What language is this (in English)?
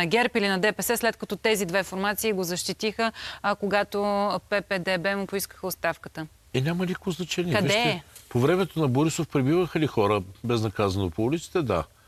Bulgarian